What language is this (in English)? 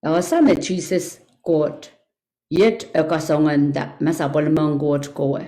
Pohnpeian